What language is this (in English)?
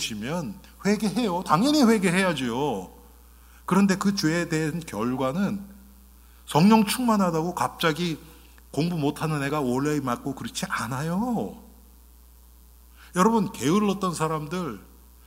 Korean